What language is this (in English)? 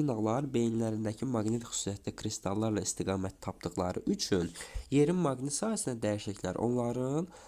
Azerbaijani